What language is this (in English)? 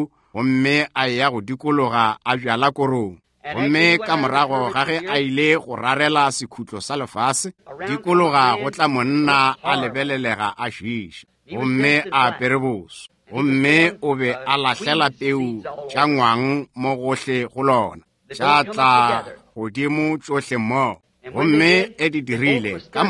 Northern Sotho